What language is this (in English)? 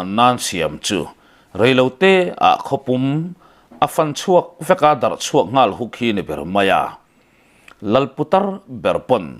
Mizo